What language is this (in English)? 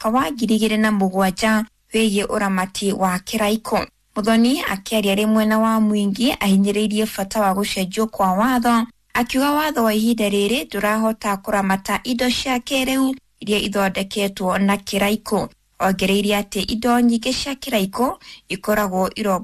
Kikuyu